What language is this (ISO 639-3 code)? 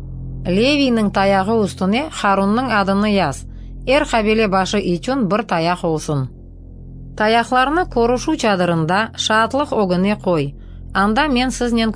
crh